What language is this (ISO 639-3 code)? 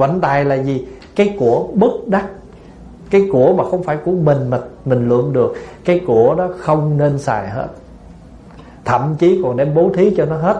vie